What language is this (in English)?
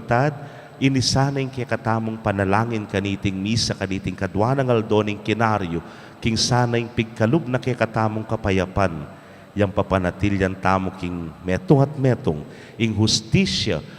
Pampanga